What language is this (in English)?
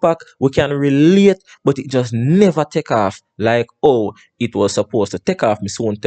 Jamaican Creole English